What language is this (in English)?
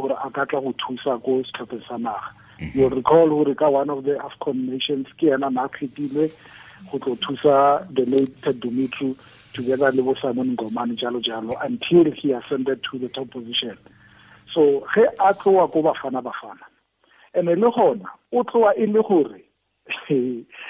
Tswana